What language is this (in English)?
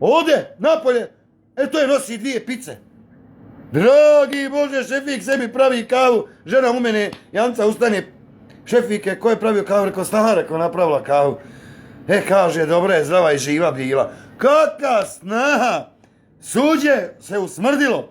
Bosnian